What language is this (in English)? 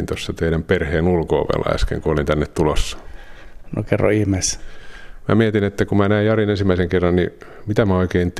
Finnish